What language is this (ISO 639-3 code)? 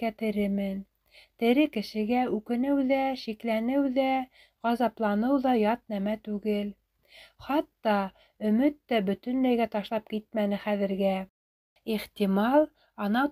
bak